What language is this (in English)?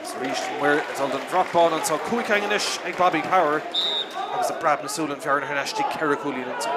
Irish